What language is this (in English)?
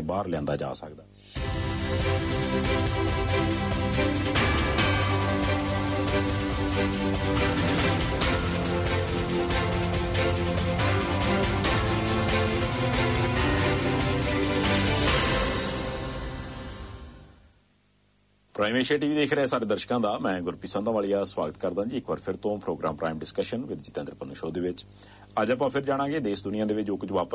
Punjabi